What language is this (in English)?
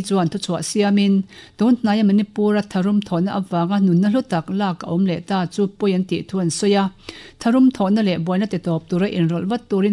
Mizo